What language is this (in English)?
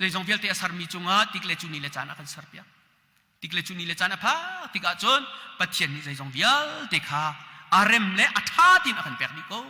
Hakha Chin